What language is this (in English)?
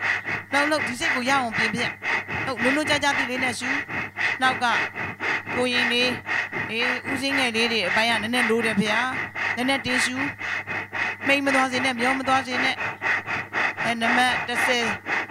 Burmese